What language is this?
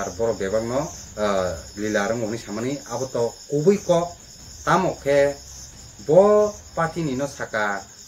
Kok Borok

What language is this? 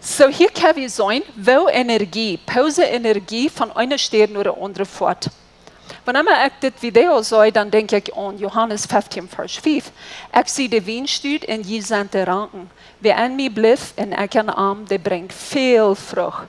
Plautdietsch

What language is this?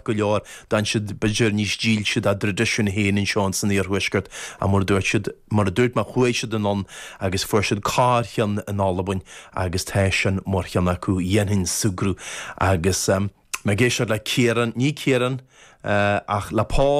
Irish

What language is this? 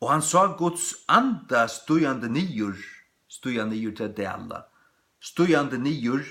Faroese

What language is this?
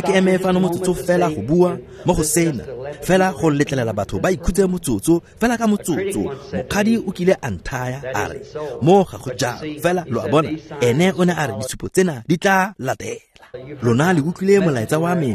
Tswana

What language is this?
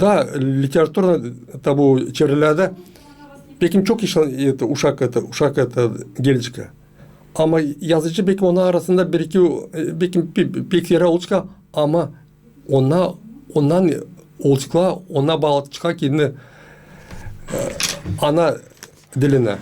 Gagauz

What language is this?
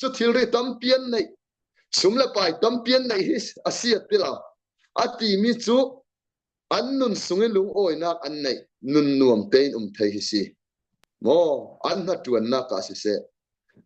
Falam Chin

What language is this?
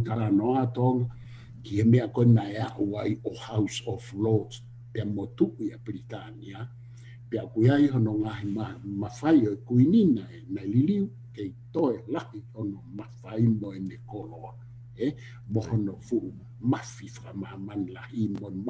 Tongan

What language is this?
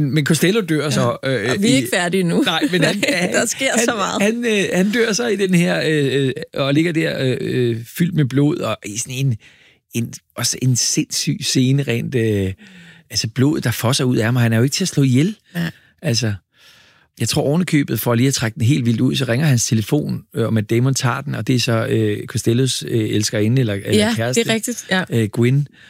Danish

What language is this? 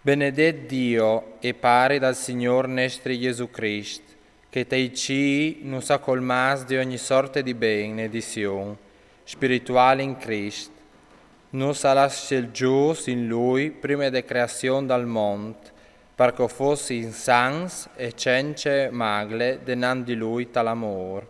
Friulian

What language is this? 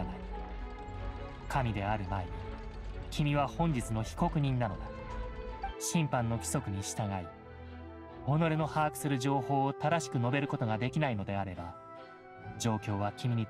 Japanese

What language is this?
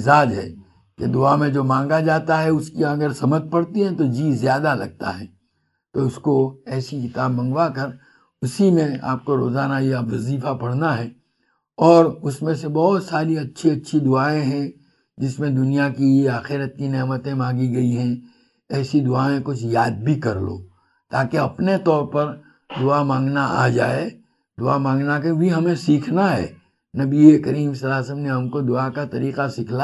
Urdu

